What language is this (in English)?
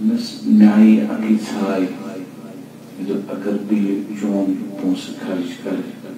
Kashmiri